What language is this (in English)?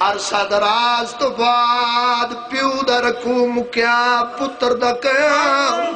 Saraiki